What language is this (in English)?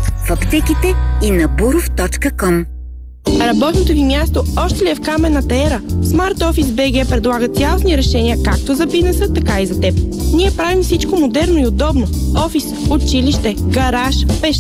Bulgarian